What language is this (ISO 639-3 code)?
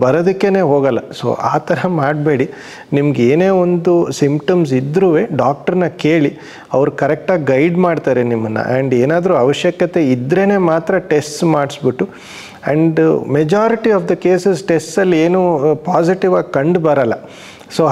kan